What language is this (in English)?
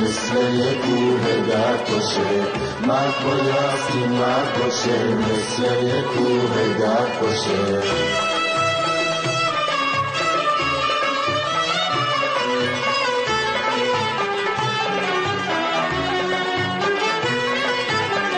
Persian